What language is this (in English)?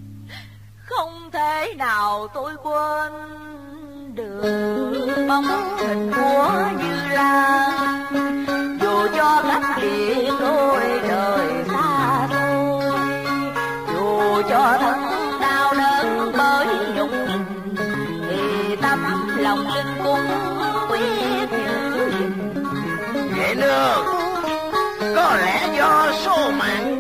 Vietnamese